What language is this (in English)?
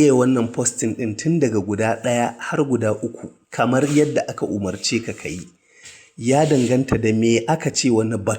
Hausa